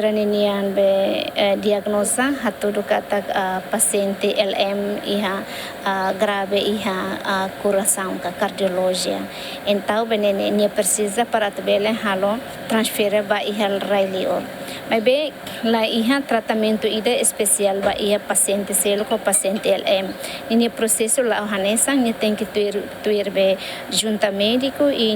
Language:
Tetum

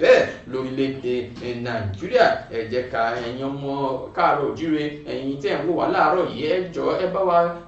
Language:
Yoruba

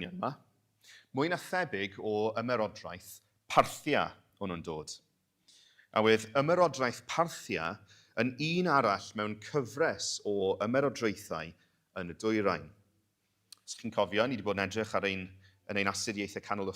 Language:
Welsh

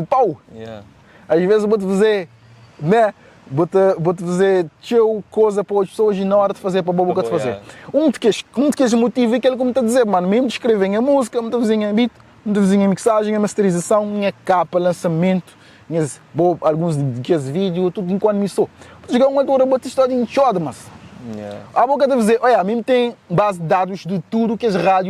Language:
Kabuverdianu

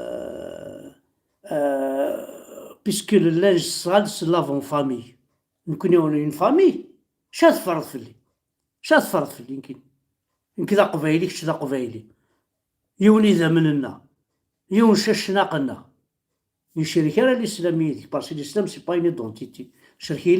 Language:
Kabyle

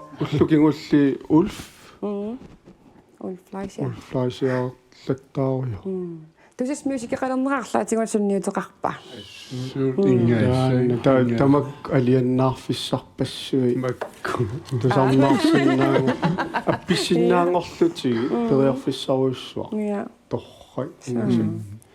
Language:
Kalaallisut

